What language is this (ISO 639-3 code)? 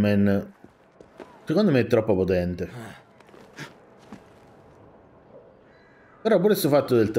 ita